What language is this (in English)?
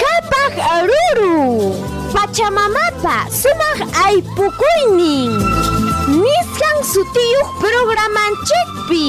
Ayacucho Quechua